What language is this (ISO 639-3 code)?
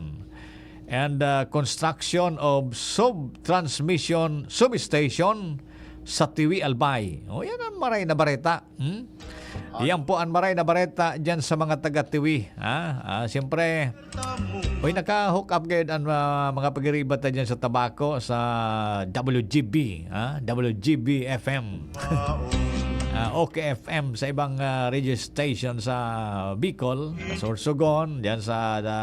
bik